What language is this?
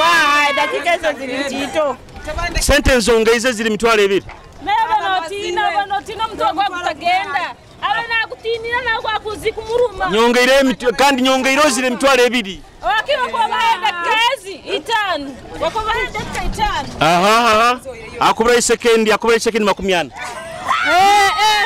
Nyoro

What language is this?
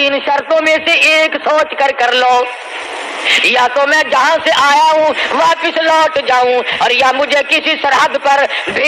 Urdu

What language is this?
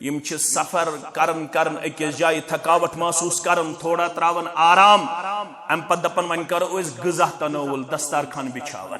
Kashmiri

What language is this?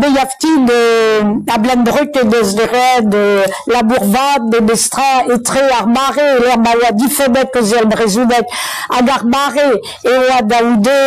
Breton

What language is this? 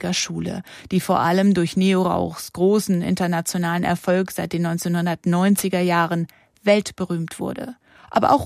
German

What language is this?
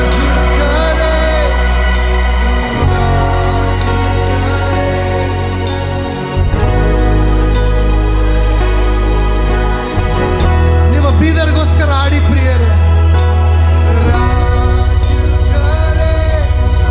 Kannada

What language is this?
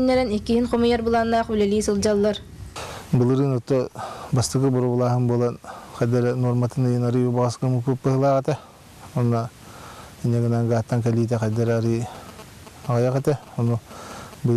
Yakut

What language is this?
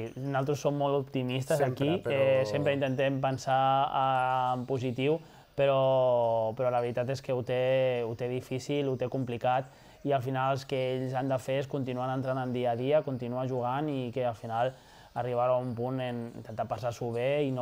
Catalan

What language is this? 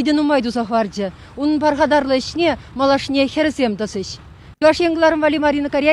Chuvash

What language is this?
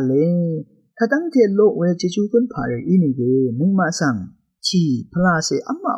Rawang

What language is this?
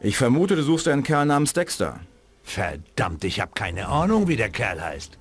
Bavarian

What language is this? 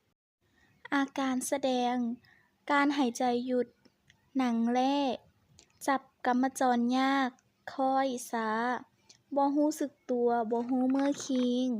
Lao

